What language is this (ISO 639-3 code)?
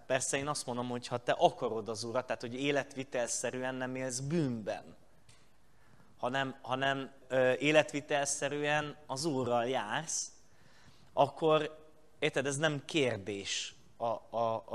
hun